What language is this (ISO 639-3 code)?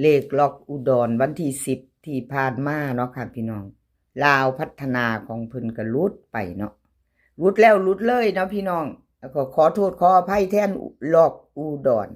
tts